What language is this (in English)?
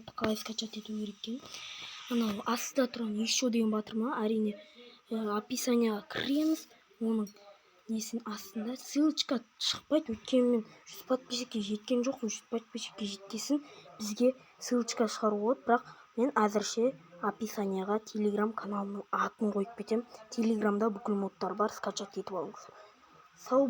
Kazakh